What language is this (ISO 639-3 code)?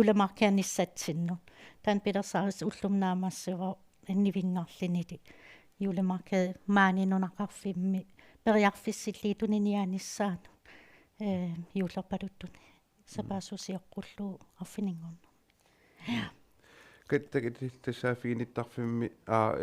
kal